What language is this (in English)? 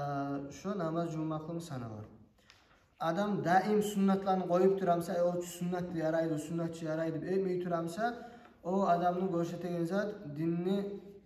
Kumyk